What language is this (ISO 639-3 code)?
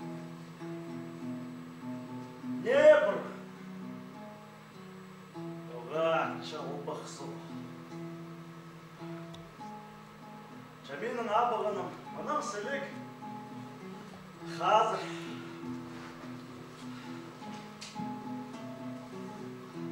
kaz